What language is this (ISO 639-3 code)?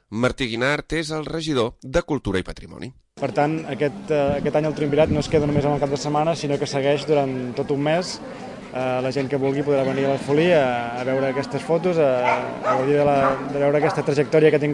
cat